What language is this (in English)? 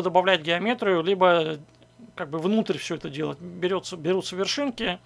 Russian